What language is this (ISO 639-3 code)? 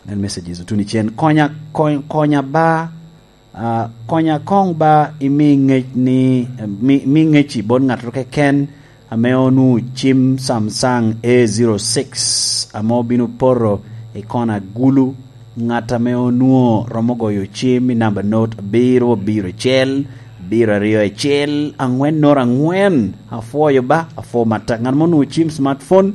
laj